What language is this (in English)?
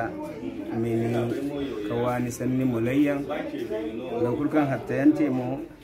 Zarma